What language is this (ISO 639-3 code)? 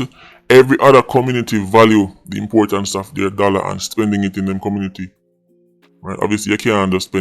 jam